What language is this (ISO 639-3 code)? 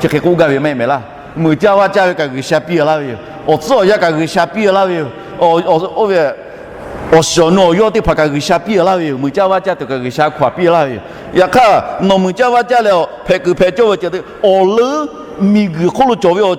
lhu